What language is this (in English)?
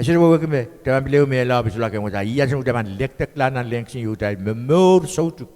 Pohnpeian